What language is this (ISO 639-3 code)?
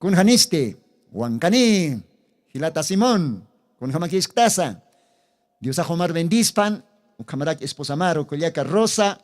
aym